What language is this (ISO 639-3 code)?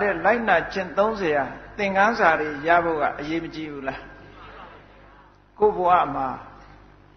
mya